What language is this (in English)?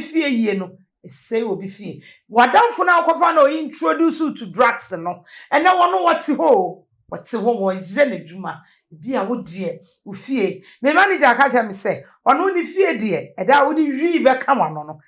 Akan